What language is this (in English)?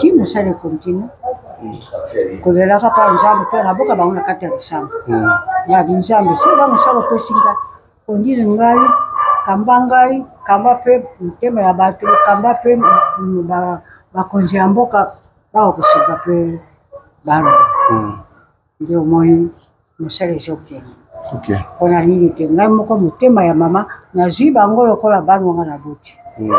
Lingala